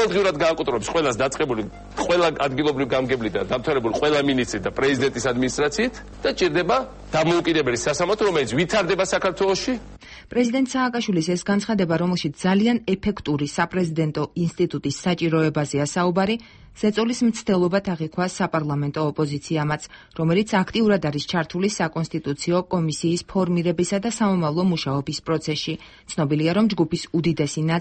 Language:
Georgian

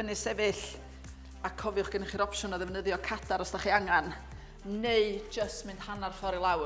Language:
Welsh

